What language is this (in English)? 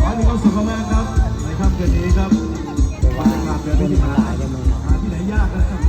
Northeastern Thai